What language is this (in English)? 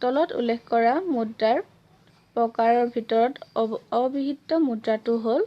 Assamese